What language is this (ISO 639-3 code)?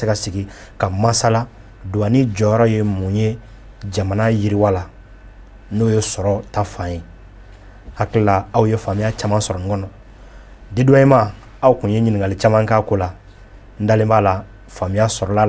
bam